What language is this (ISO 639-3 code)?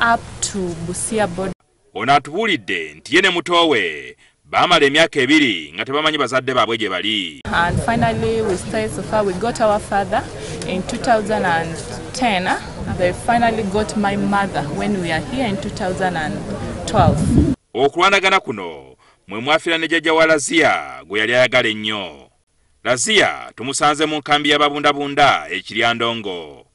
lug